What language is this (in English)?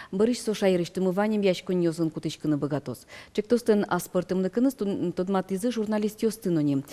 Udmurt